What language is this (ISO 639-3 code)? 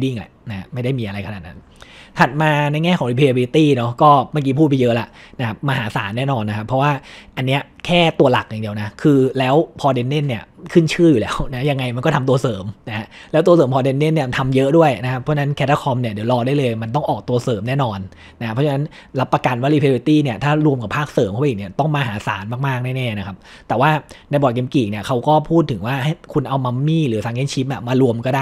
tha